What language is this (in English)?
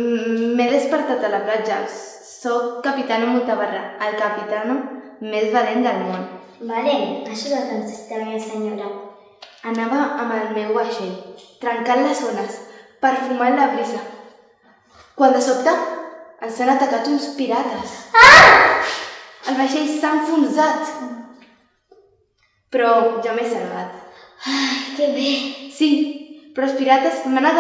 Catalan